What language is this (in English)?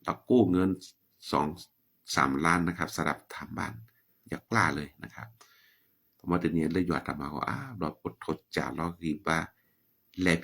S'gaw Karen